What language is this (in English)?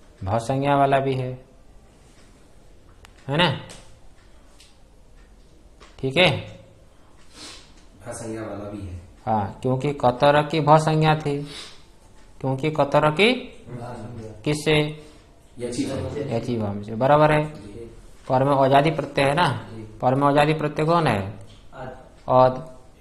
Hindi